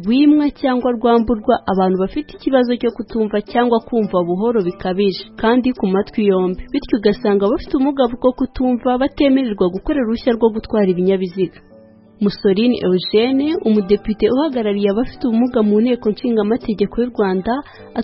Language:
Kinyarwanda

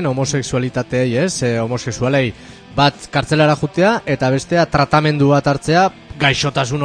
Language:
Basque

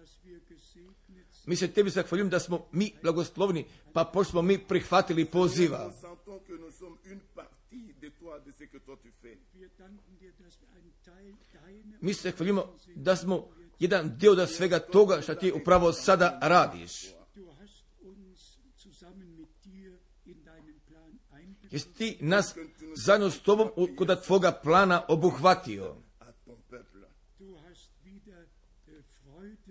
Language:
Croatian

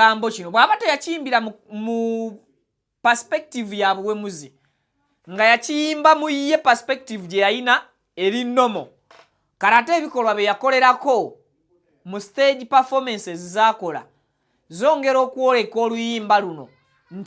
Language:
Ganda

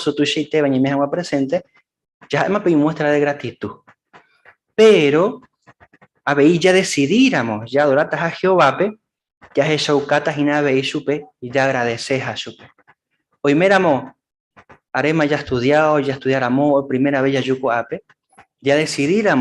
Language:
Guarani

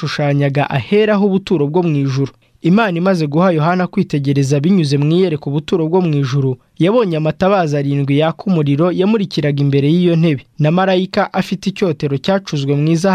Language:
Kinyarwanda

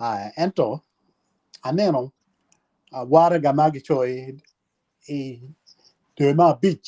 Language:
Acoli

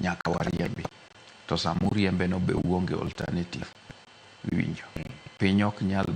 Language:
Luo (Kenya and Tanzania)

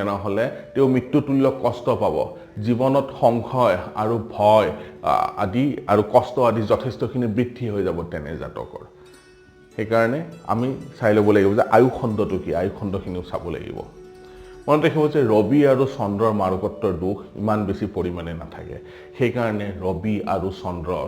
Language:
Assamese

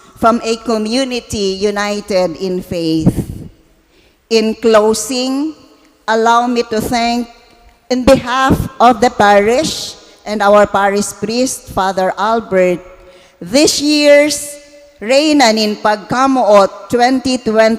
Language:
Bikol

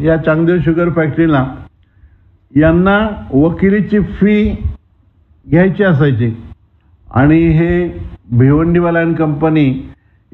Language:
Marathi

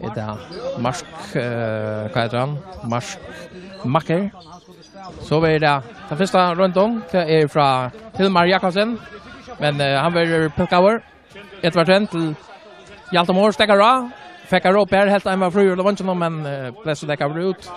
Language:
Faroese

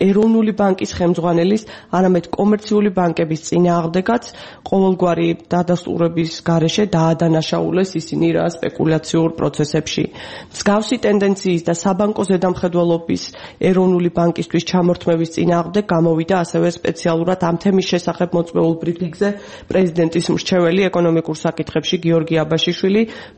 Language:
Georgian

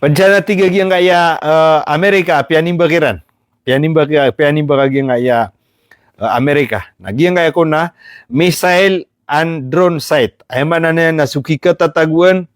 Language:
Maranao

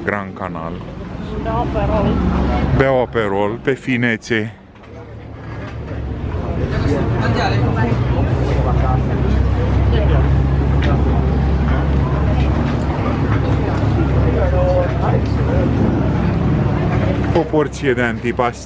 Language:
Romanian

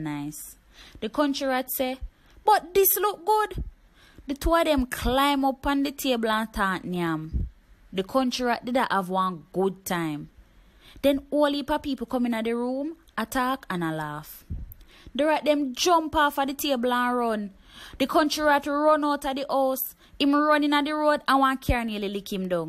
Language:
Jamaican Creole English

